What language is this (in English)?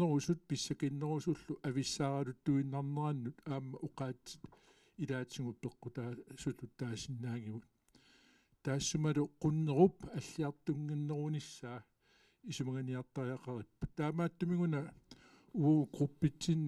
Kalaallisut